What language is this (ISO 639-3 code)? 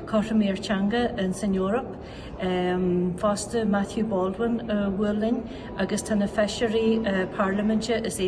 gle